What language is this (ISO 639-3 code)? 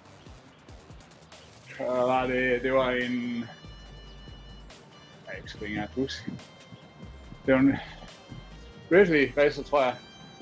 dan